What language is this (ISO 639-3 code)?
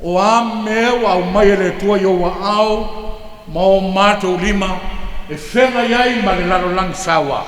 smo